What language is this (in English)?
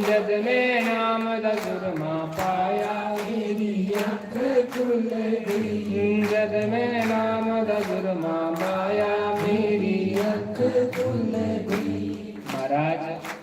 Dogri